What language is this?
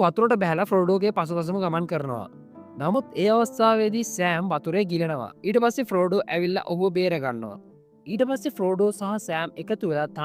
Sinhala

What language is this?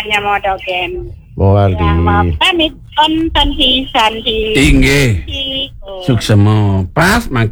Balinese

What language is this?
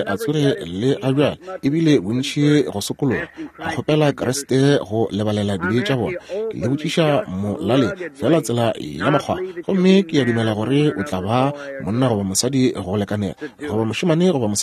Northern Sotho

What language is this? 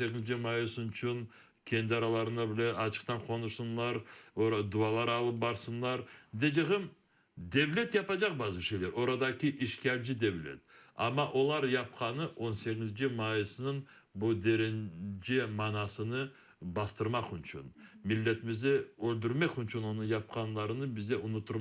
Crimean Tatar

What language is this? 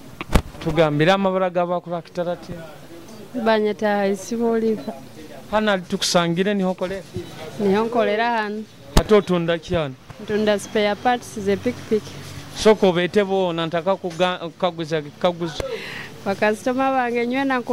Nyoro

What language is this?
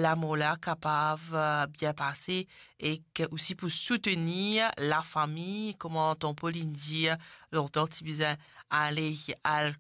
Morisyen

